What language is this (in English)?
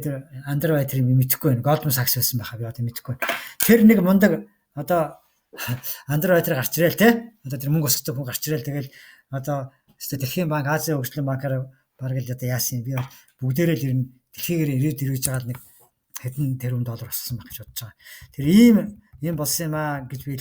Mongolian